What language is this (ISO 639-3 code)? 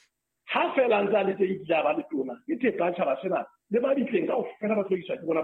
sot